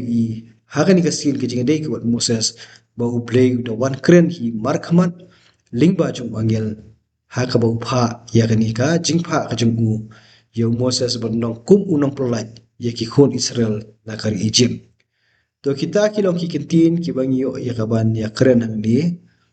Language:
Khasi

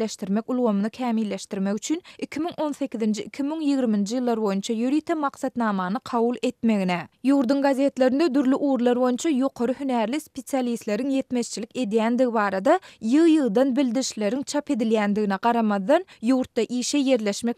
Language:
Turkmen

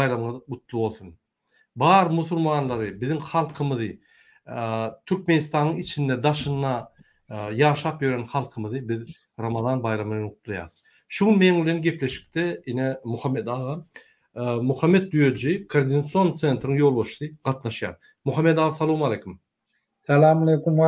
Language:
Turkmen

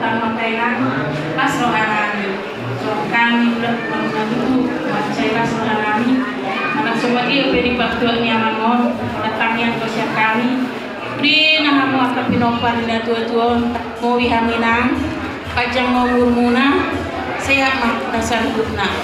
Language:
Batak Toba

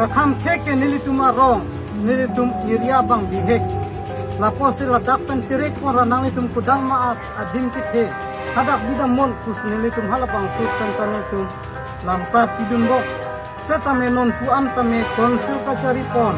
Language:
Karbi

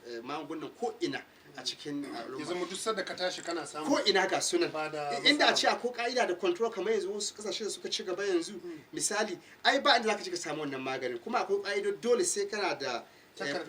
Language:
Hausa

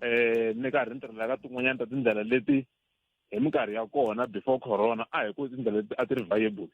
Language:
Tsonga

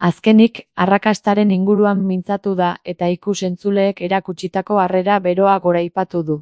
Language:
Basque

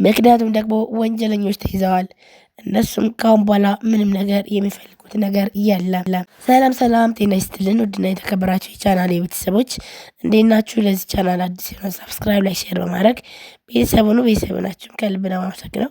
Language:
Amharic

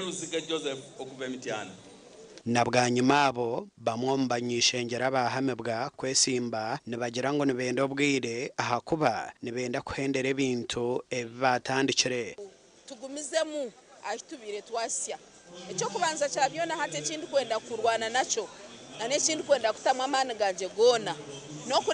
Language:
Nyankole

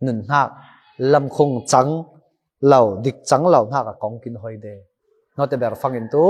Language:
Falam Chin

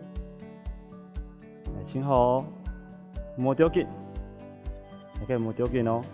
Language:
Hakka Chinese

